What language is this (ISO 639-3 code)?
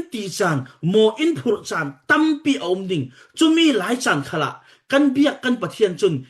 cfm